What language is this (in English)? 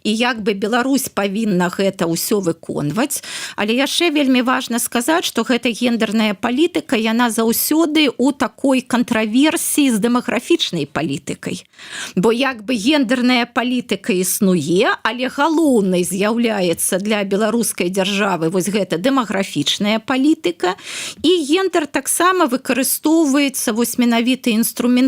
Belarusian